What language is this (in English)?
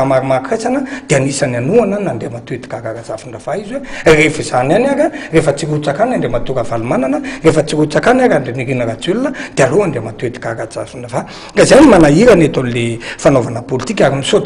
Malagasy